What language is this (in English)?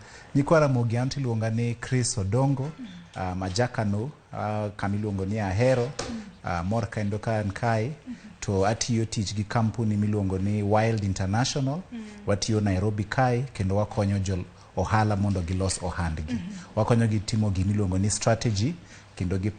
Luo (Kenya and Tanzania)